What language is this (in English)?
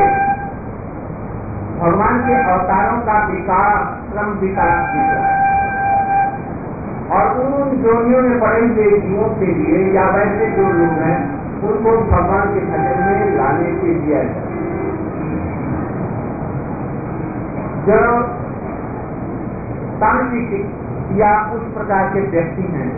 Hindi